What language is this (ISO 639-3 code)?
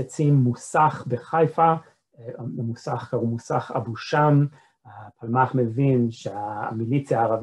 heb